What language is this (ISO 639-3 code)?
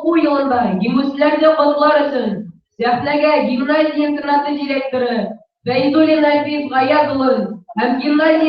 bak